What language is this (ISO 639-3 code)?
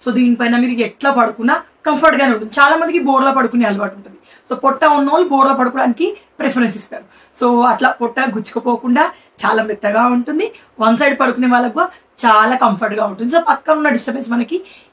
tel